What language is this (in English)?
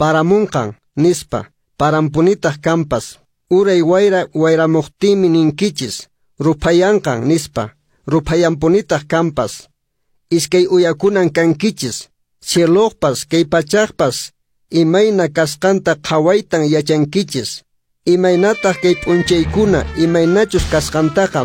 Quechua